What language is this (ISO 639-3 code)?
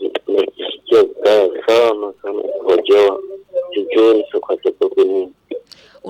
swa